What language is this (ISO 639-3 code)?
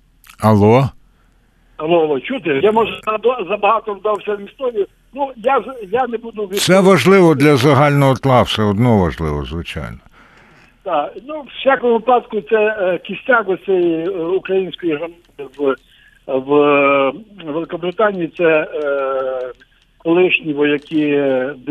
ukr